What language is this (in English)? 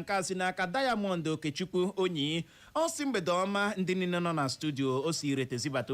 Igbo